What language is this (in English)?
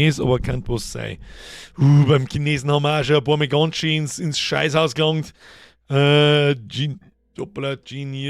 Bavarian